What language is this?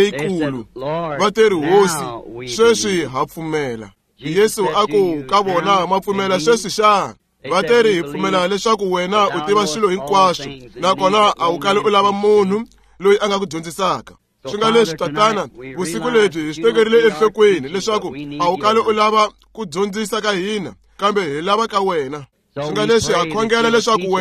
Tsonga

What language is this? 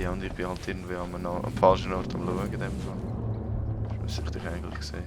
Swiss German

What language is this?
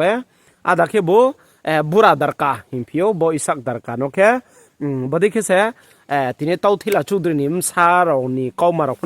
Riang (India)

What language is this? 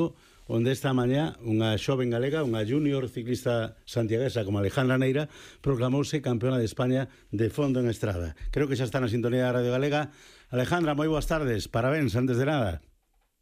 Galician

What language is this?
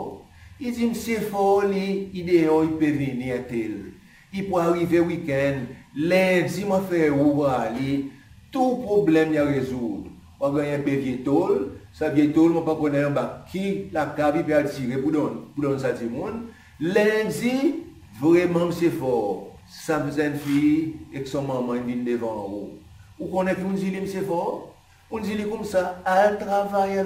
Seselwa Creole French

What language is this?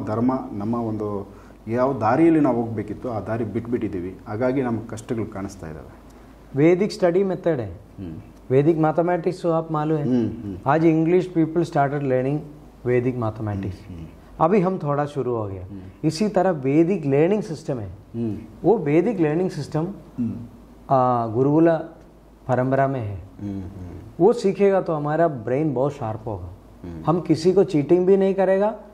Kannada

